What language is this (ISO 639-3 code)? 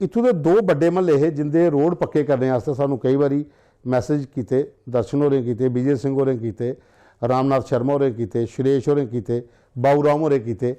doi